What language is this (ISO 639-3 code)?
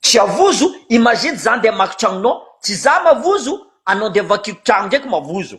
mlg